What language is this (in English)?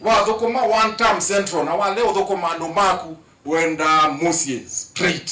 Kamba